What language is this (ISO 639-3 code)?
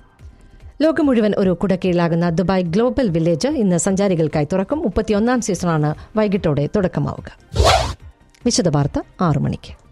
mal